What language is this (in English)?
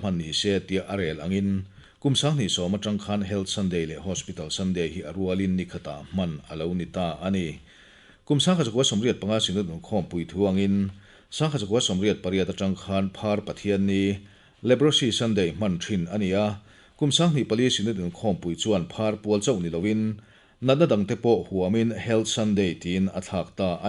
Mizo